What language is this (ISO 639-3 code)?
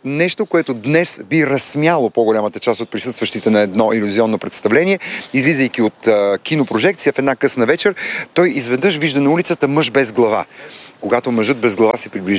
bul